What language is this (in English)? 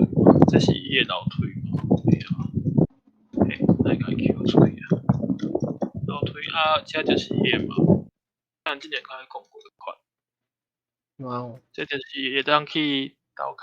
Min Nan Chinese